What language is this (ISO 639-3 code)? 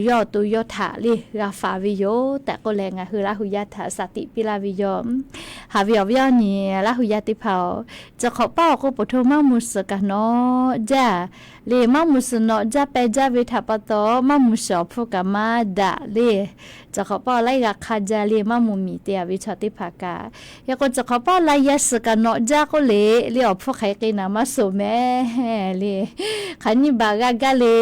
lhu